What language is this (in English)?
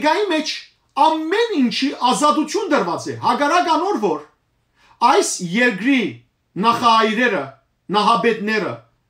Armenian